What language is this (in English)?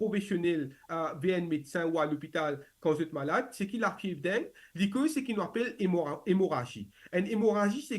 Morisyen